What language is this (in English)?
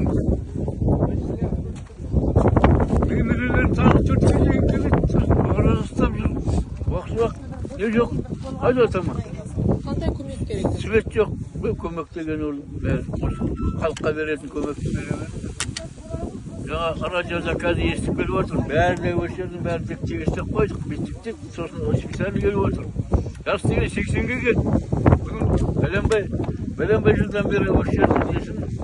Kazakh